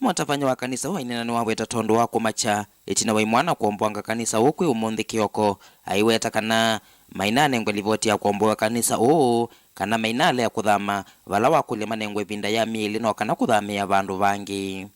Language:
Kamba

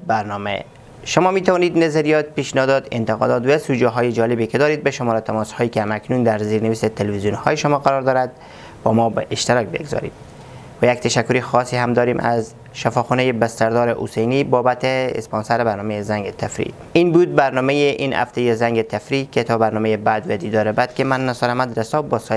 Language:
Persian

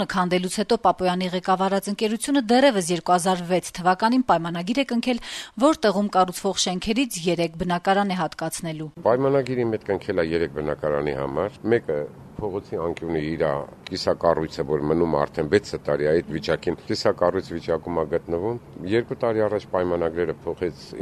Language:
Armenian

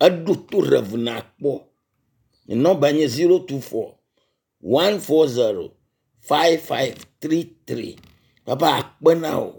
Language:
Ewe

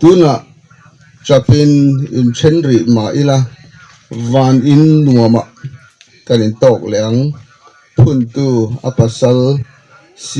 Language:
Hmar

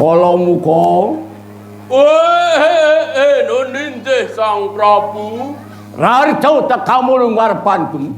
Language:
Javanese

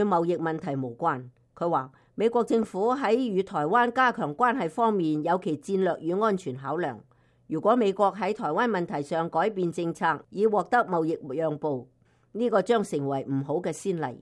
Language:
Cantonese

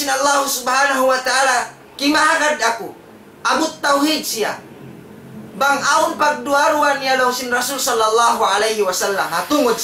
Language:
Tausug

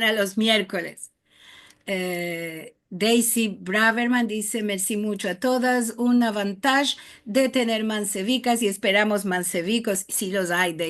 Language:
Ladino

